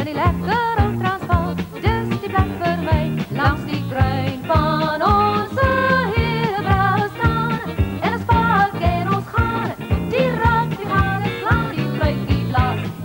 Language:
Afrikaans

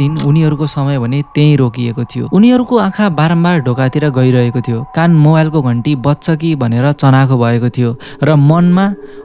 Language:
Nepali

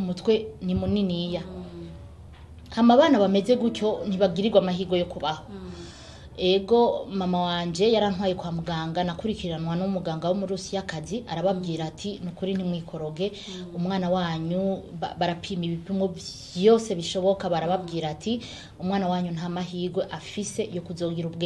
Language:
Rundi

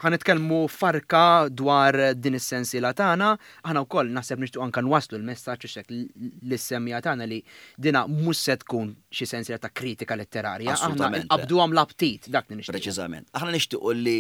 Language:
Maltese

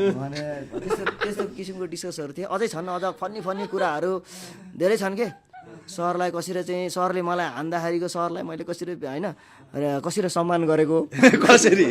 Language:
Nepali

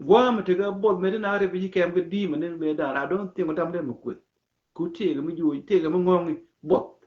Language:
Nuer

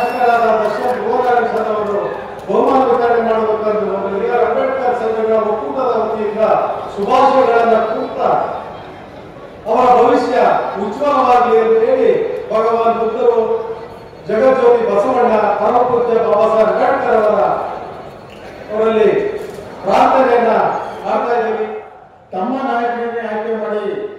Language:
Kannada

